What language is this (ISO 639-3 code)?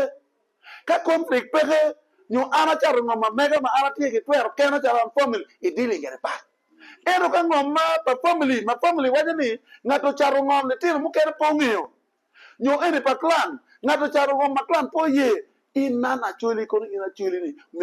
ach